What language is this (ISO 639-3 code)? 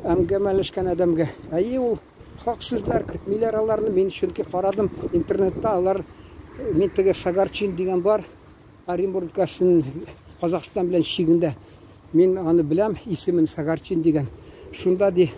tat